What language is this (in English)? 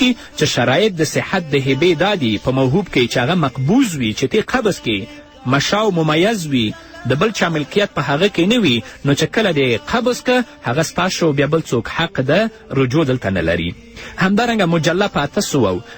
Pashto